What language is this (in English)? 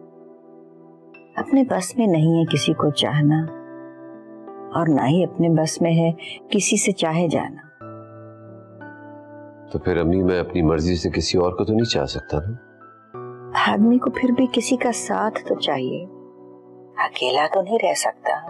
Hindi